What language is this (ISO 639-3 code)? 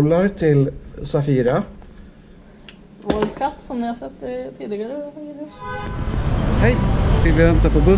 swe